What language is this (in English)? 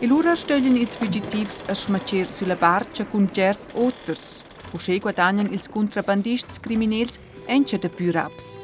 Romansh